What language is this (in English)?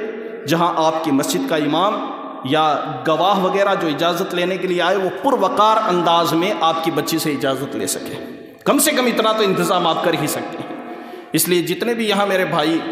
Urdu